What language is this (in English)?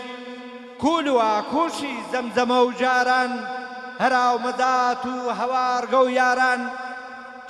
Gurani